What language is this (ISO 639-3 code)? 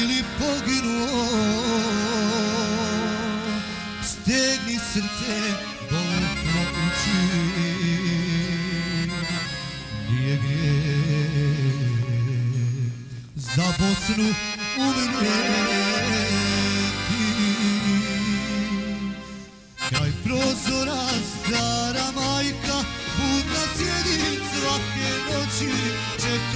bos